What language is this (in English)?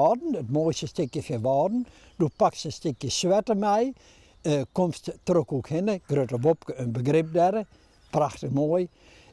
Western Frisian